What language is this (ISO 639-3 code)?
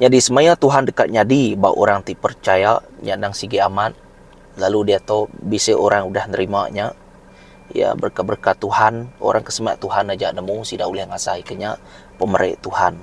iba